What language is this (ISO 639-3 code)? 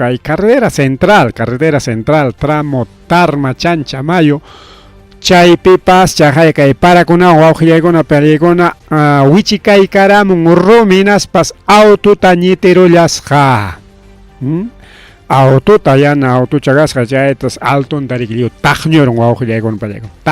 quy